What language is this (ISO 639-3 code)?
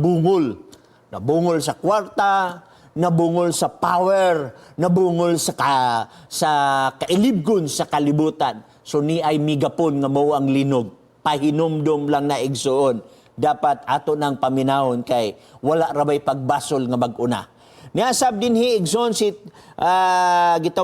ceb